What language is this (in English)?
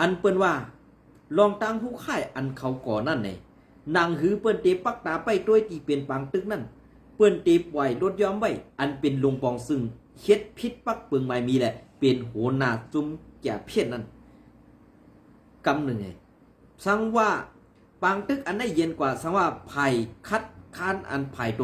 Shan